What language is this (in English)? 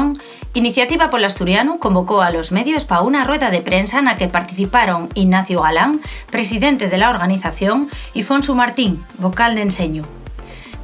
Asturian